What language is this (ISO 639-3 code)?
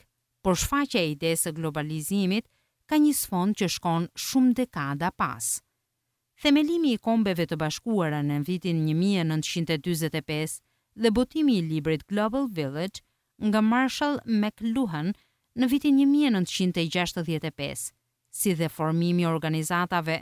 sqi